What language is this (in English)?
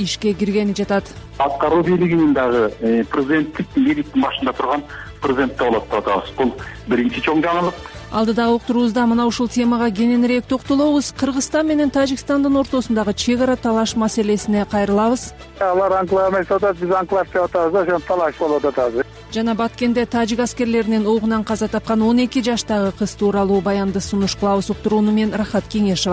Kyrgyz